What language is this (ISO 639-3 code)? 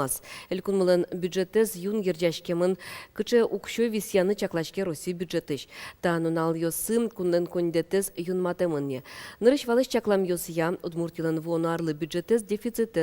udm